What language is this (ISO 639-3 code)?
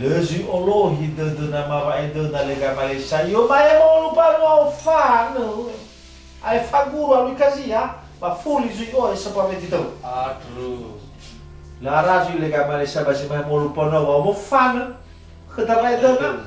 nia